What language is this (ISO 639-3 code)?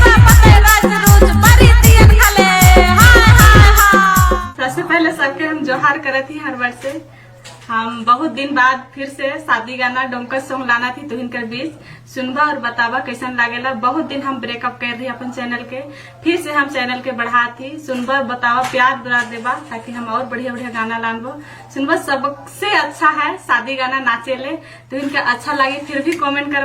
sck